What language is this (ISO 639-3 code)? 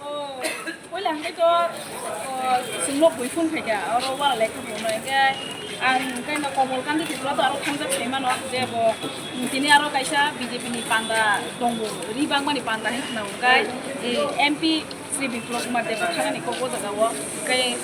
trp